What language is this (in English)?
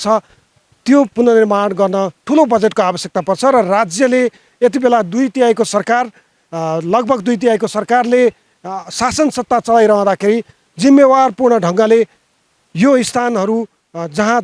Nepali